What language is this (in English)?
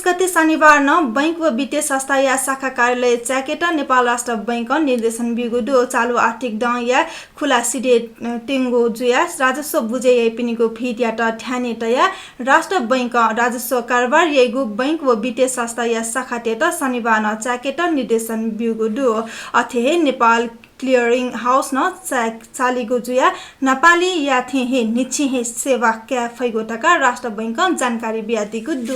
Newari